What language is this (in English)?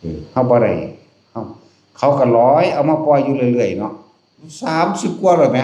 Northeastern Thai